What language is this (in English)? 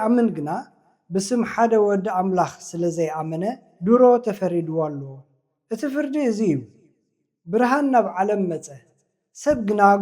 Tigrinya